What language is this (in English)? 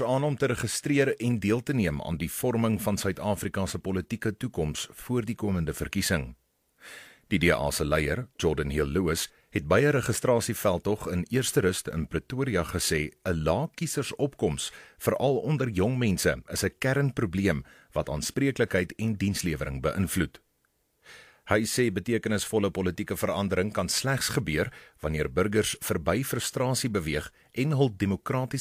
Afrikaans